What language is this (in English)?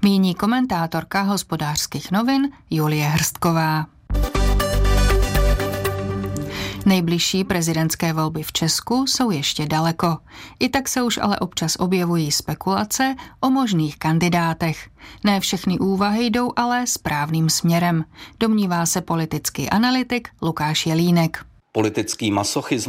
Czech